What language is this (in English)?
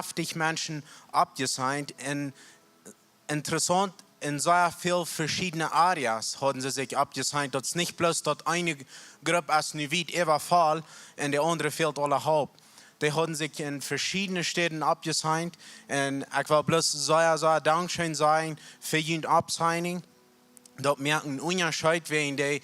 Plautdietsch